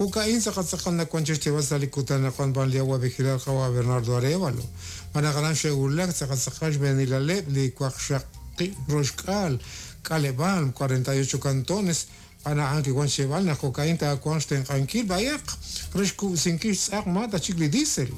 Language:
Kekchí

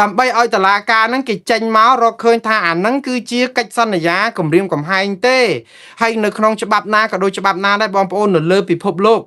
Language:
Khmer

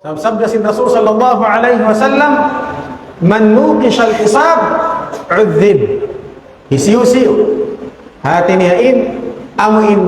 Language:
Tausug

